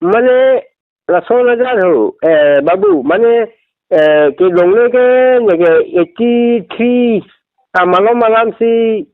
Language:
Karbi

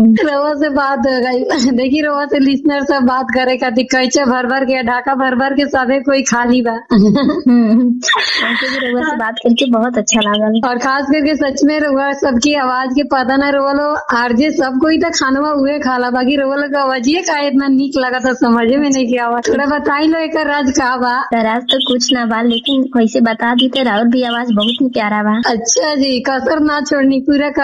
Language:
Bhojpuri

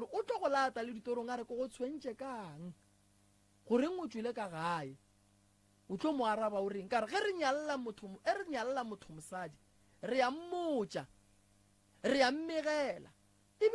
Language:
Northern Sotho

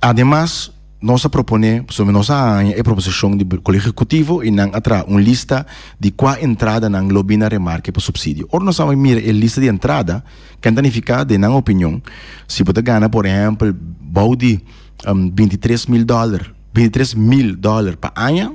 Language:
Papiamento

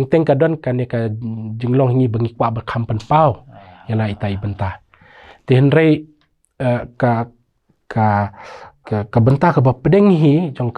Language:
Khasi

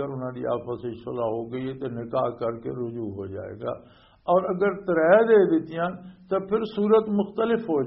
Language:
Western Panjabi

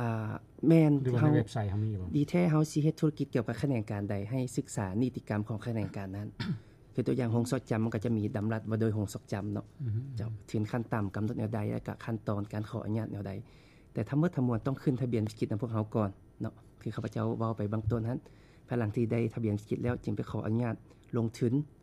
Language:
Lao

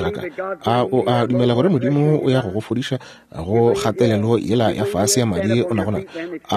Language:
Northern Sotho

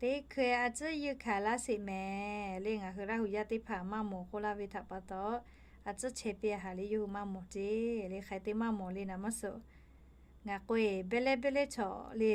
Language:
Lahu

